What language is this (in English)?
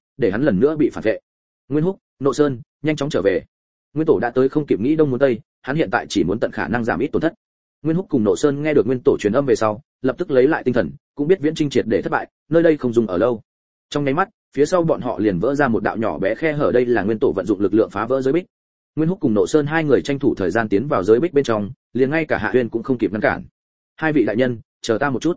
Vietnamese